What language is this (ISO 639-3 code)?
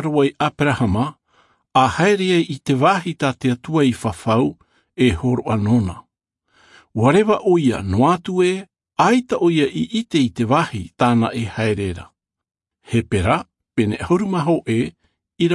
tah